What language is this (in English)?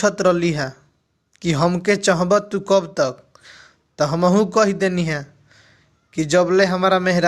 Bhojpuri